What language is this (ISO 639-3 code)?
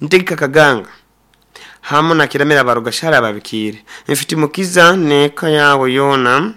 nyo